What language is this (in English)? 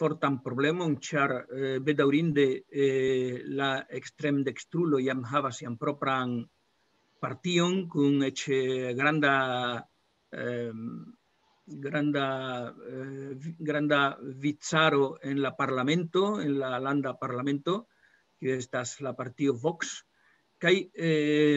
Esperanto